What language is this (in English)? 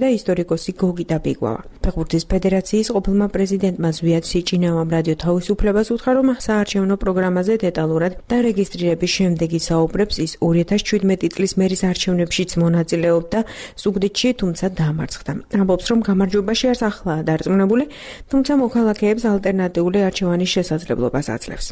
Georgian